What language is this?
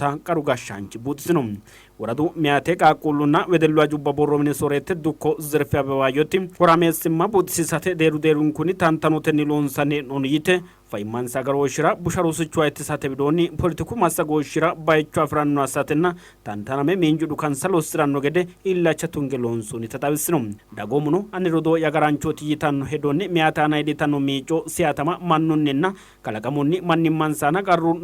Sidamo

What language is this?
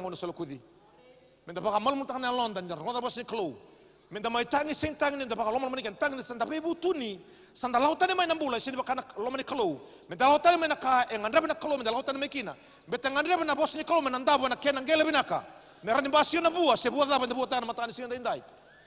Fijian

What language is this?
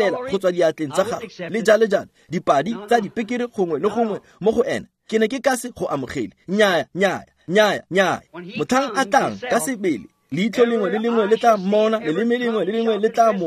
Tswana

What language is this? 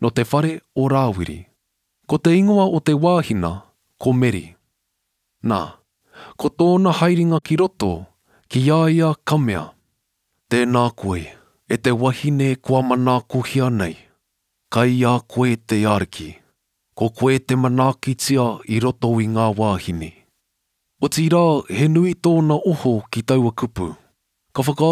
Māori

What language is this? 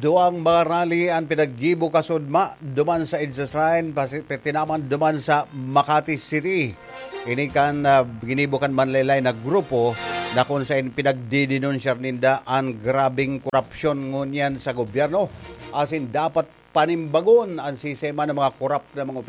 Bikol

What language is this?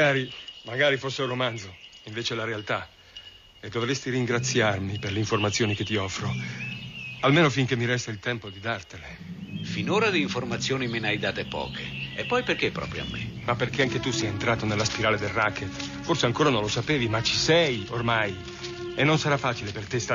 Italian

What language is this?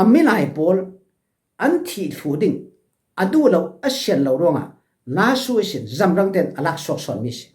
Falam Chin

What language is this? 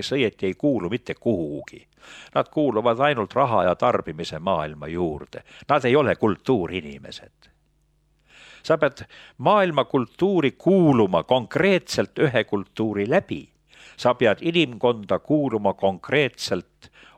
Estonian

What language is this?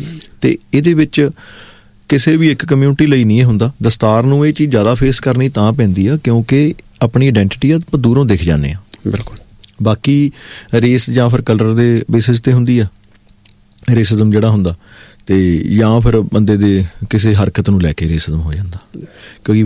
Punjabi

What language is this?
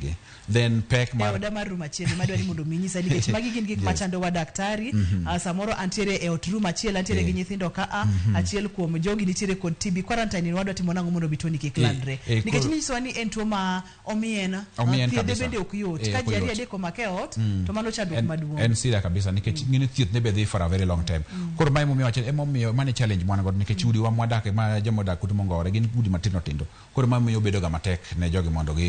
Luo (Kenya and Tanzania)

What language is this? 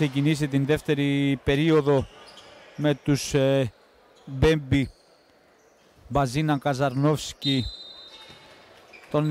Greek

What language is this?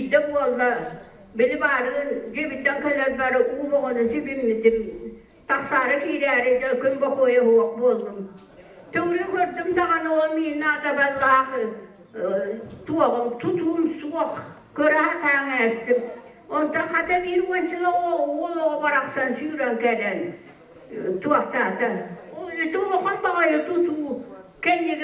Yakut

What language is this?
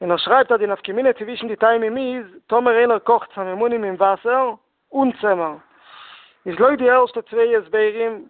Yiddish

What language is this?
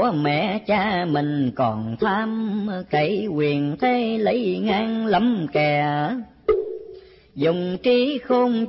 Vietnamese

